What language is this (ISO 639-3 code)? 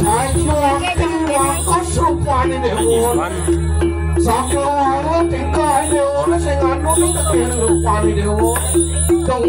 ban